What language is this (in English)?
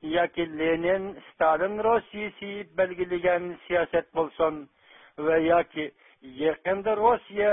Uyghur